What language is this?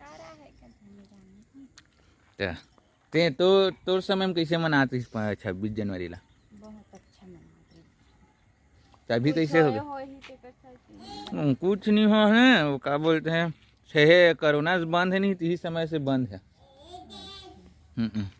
Chhattisgarhi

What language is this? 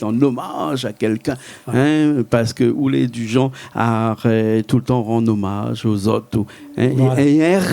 Réunion Creole French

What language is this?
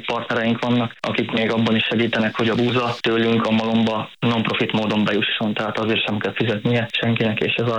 Hungarian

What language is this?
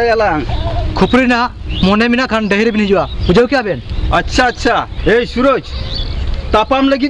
Santali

